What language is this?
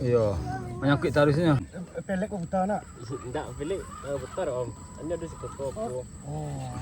Minangkabau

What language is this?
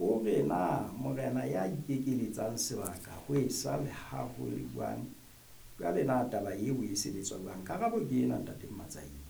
Southern Sotho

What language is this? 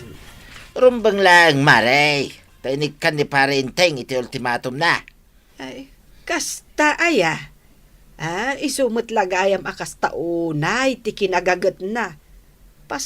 Iloko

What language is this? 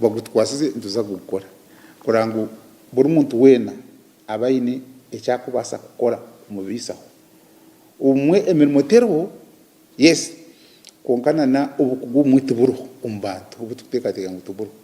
Nyankole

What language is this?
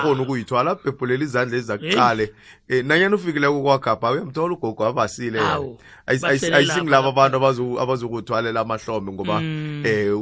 South Ndebele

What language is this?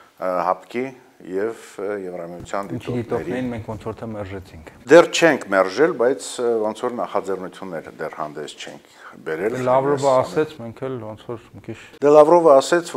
Armenian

